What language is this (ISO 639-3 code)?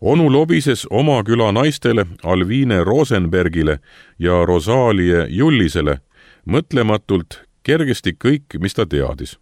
est